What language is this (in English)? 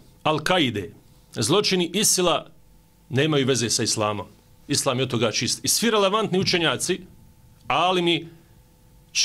Bosnian